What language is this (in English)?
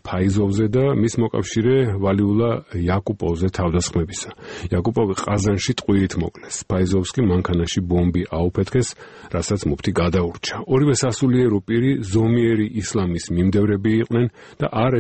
Georgian